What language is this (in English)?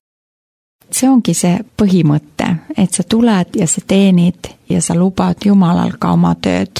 Estonian